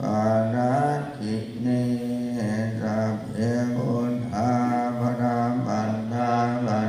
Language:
Pali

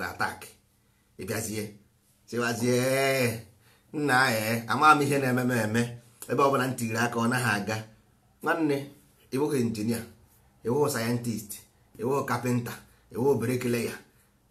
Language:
Igbo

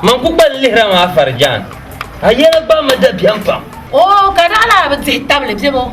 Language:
Dagbani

